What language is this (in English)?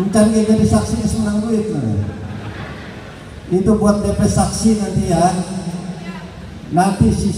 Indonesian